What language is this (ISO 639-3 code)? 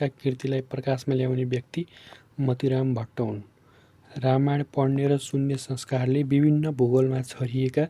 nep